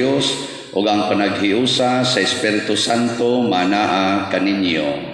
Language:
Cebuano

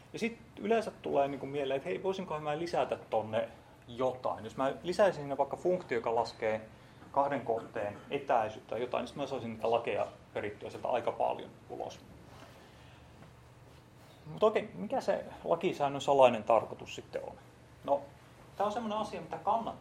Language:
Finnish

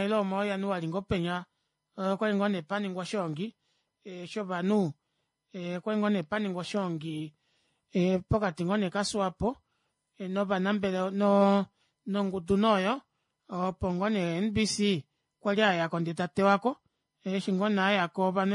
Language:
Kuanyama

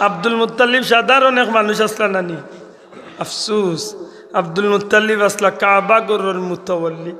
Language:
Sylheti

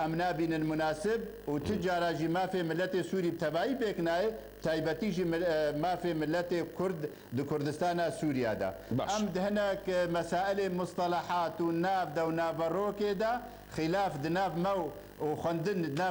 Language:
Kurdish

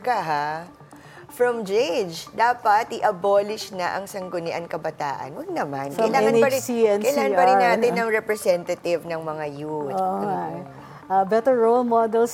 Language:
Filipino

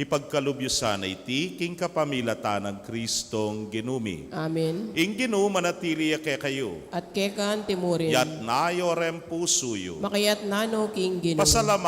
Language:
Pampanga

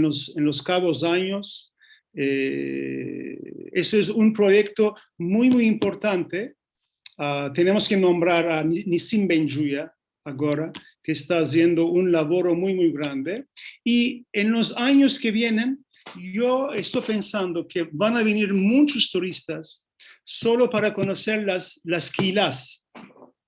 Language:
Ladino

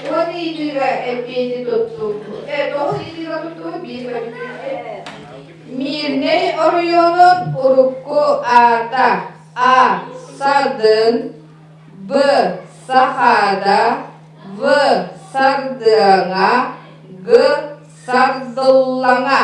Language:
Yakut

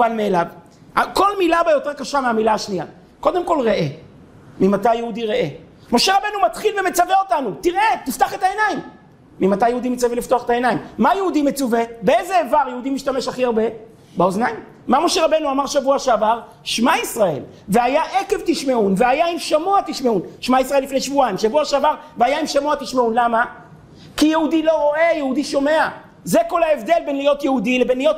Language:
Hebrew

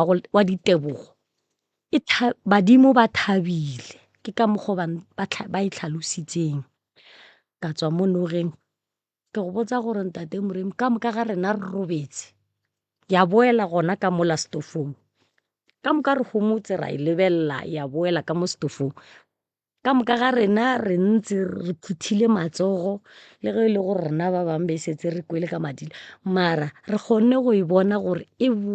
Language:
Northern Sotho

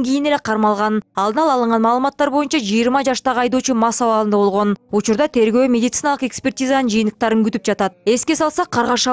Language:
Kyrgyz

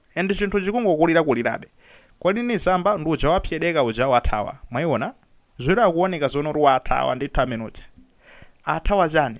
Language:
Nyanja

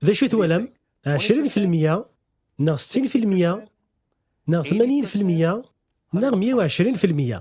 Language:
Kabyle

